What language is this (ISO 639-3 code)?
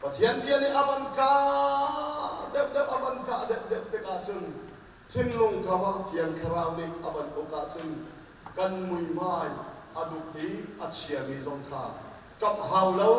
cnh